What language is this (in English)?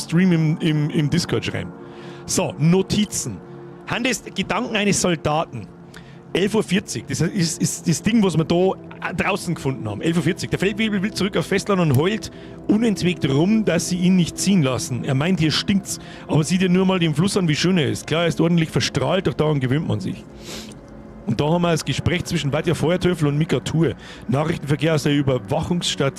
Bavarian